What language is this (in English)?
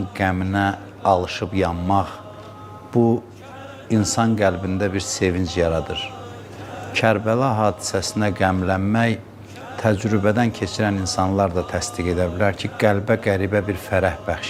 Azerbaijani